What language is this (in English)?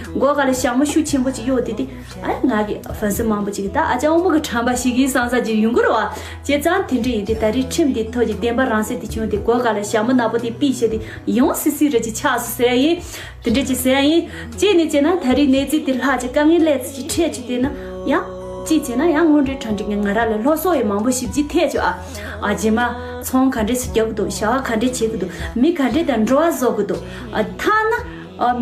Tibetan